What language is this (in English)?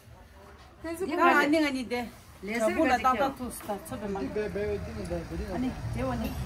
Tibetan